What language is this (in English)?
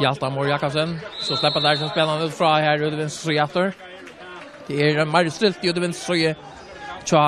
Faroese